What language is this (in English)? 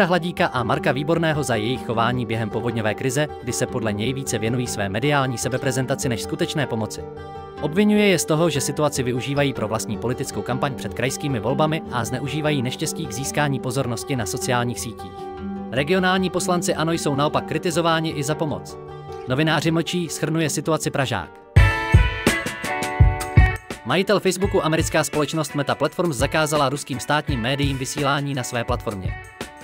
Czech